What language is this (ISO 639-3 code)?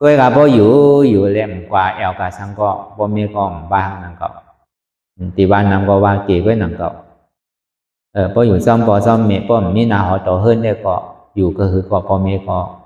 shn